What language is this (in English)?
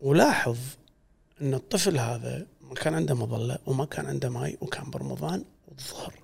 Gulf Arabic